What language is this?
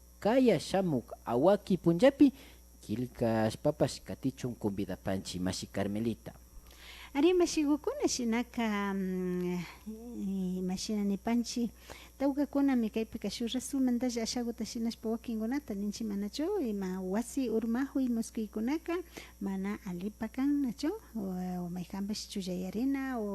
Imbabura Highland Quichua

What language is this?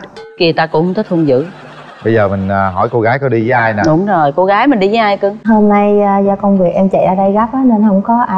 Vietnamese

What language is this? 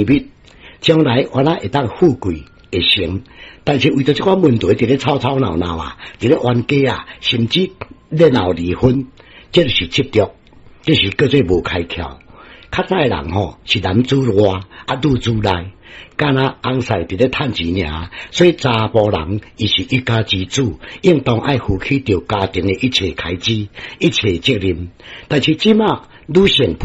Min Nan Chinese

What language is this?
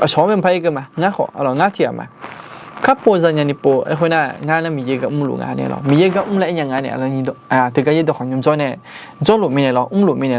Akha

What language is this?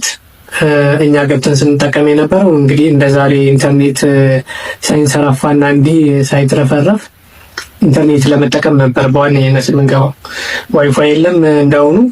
Amharic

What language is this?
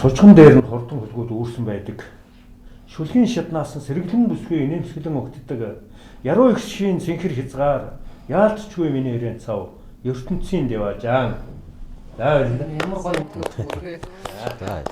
Mongolian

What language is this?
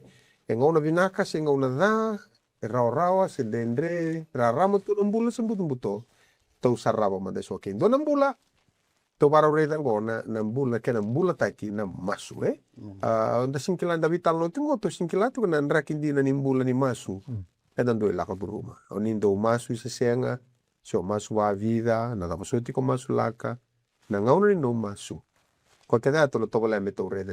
Fijian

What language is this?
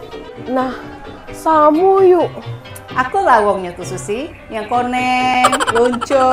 Musi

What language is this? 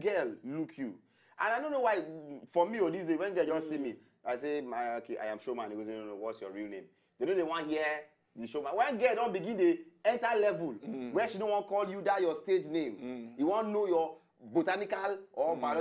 Nigerian Pidgin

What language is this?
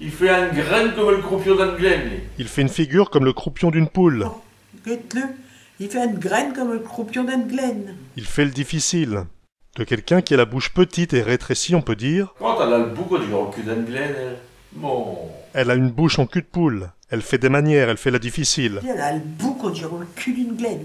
Picard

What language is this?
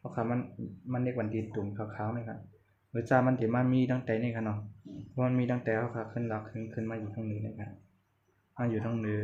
Shan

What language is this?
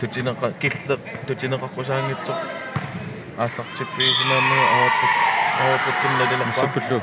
Kalaallisut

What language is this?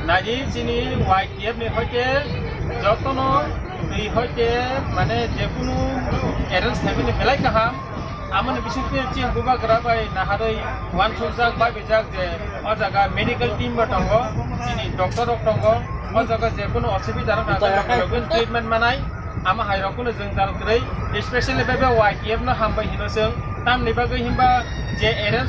Kok Borok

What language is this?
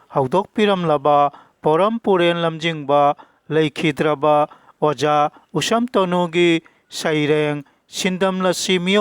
Manipuri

